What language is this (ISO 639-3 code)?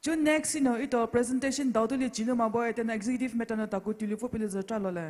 pmx